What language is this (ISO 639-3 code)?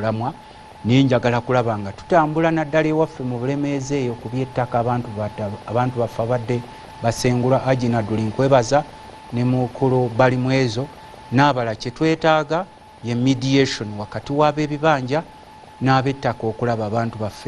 lug